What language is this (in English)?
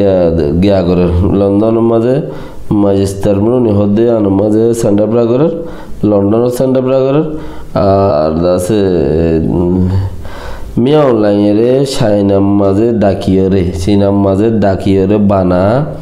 Rohingya